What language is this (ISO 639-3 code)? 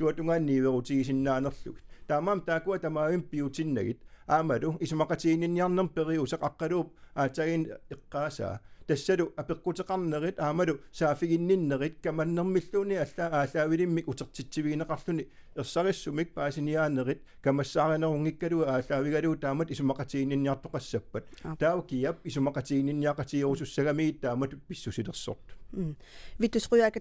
kal